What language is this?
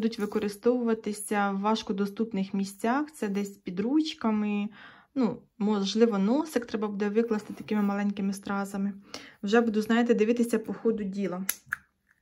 Ukrainian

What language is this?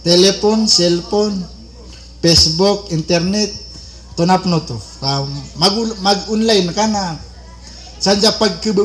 Maranao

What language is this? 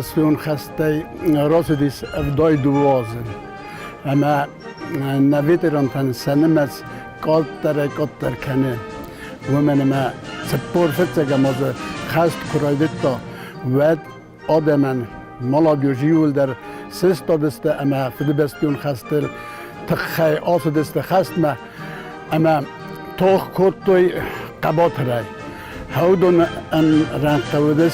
Ossetic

